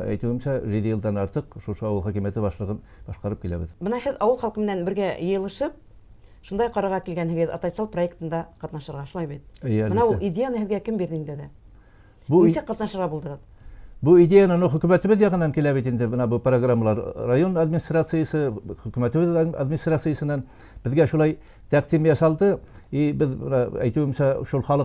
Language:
Bashkir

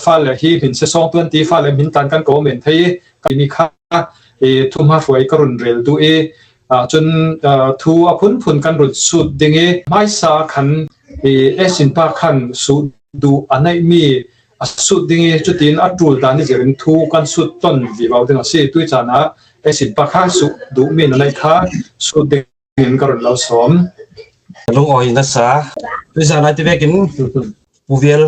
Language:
Falam Chin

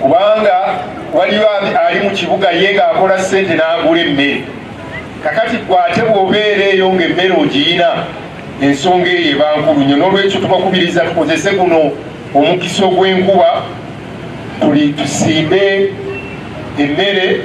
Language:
Ganda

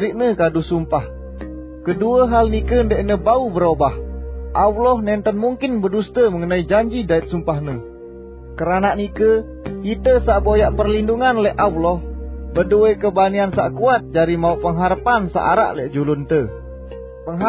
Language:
Sasak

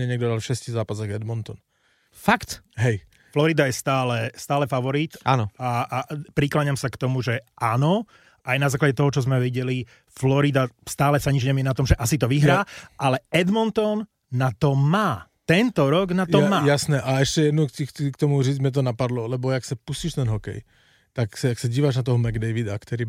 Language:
Slovak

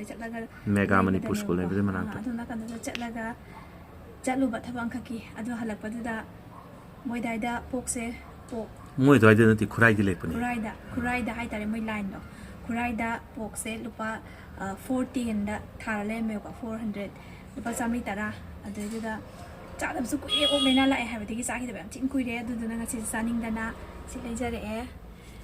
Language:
Manipuri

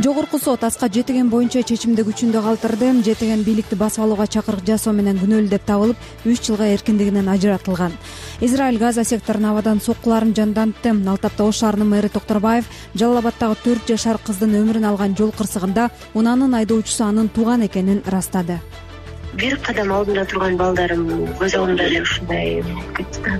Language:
Kyrgyz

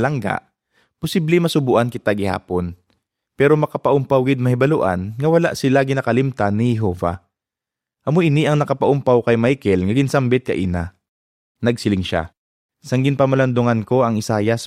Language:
Hiligaynon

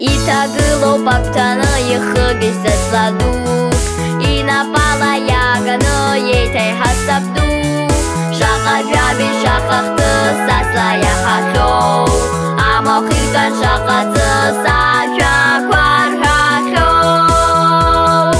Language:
Abkhazian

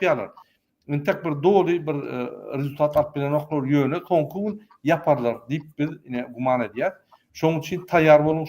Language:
Turkmen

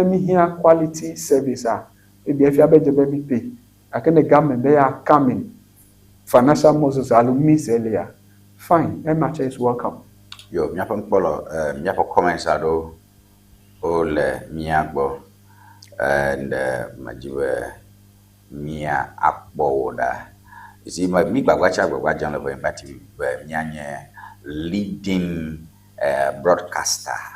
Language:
Ewe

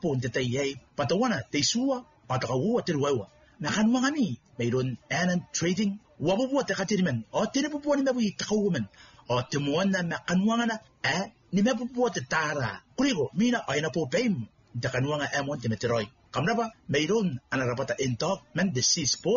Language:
Gilbertese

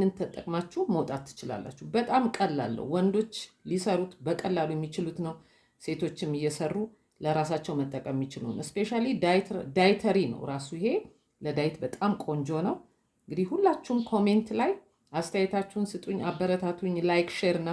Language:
Amharic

